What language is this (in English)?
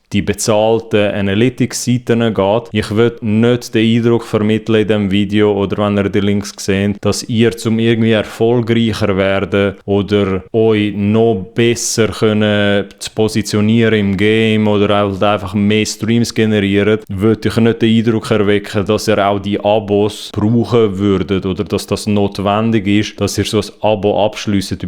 Swiss German